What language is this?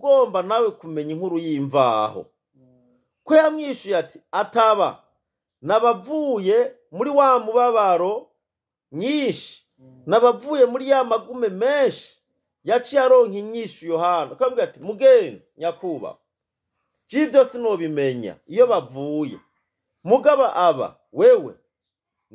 Rundi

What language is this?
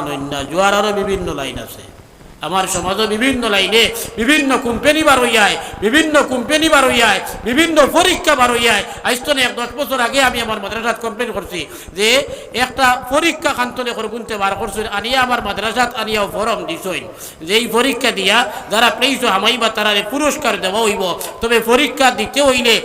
Sylheti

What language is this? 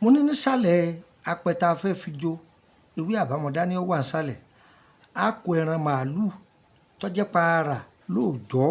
Yoruba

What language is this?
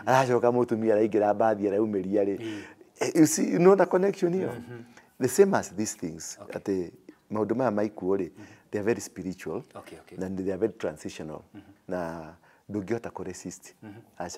Kikuyu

